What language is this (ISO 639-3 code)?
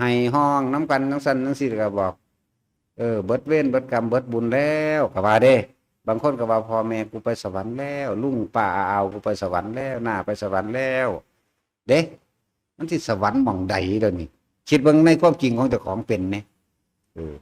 tts